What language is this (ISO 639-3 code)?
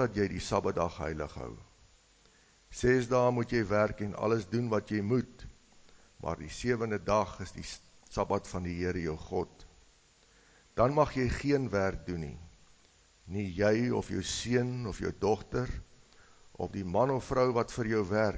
afr